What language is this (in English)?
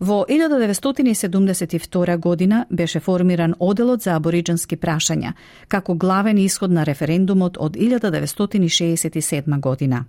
Macedonian